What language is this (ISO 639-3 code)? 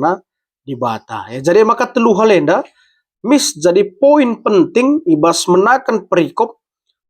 btx